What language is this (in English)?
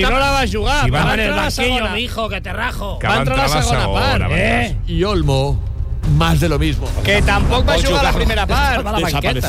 Catalan